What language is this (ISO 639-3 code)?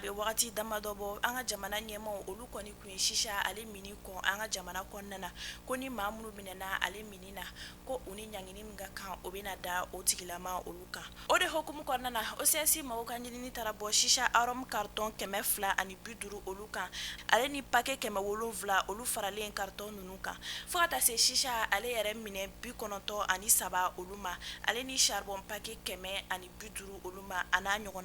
bam